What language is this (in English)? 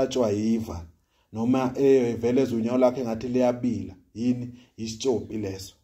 Zulu